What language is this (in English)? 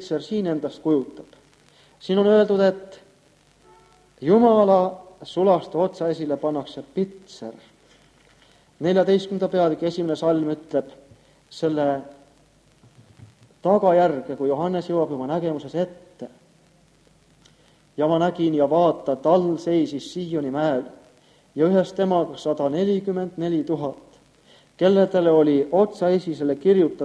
Estonian